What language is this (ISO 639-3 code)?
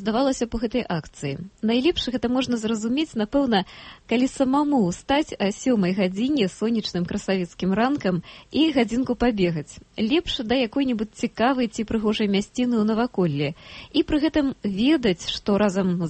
bel